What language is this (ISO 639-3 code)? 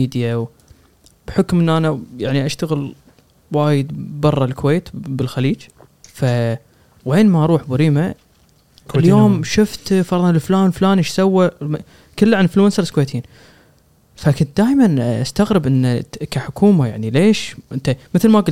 afb